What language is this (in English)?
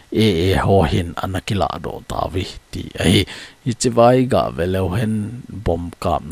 Thado Chin